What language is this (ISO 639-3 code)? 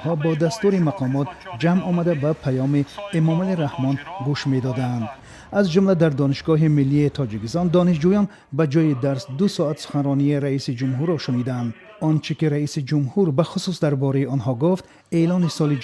tgk